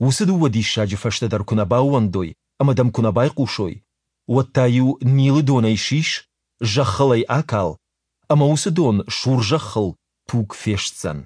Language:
Ossetic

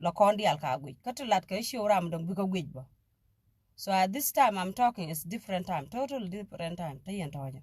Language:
Nuer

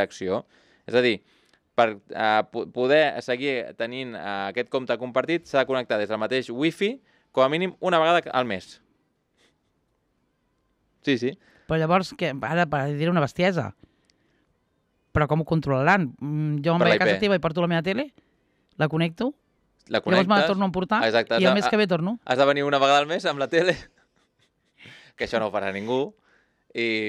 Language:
Catalan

